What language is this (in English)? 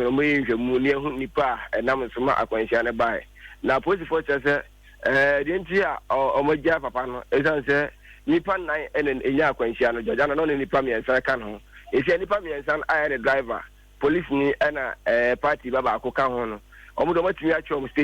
Akan